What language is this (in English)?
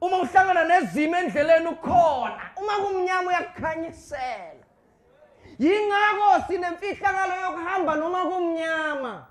Zulu